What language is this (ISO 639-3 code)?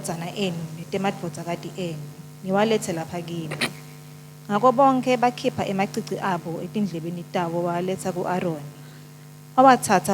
ssw